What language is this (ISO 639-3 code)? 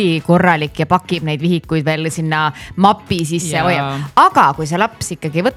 est